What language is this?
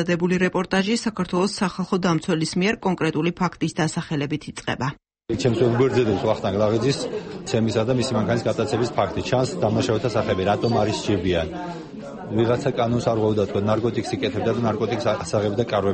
Georgian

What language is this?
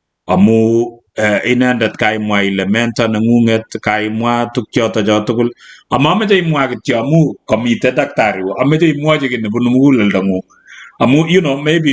Kalenjin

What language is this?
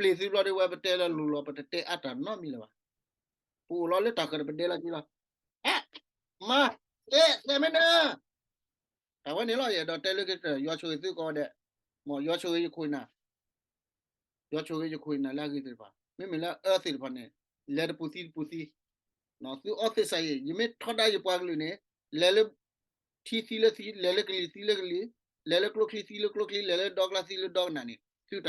S'gaw Karen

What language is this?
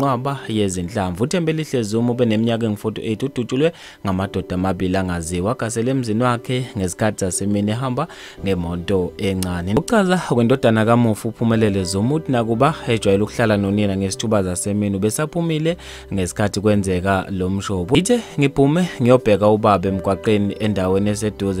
Zulu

